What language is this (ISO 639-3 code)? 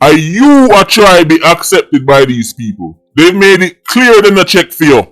jam